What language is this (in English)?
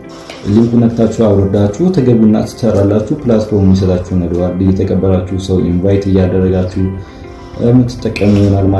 Amharic